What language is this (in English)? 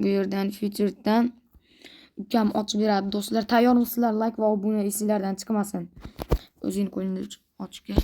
Uzbek